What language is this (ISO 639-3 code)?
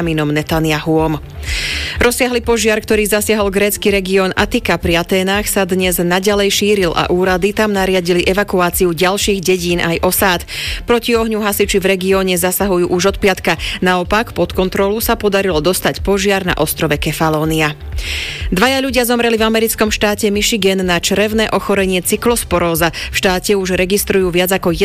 slk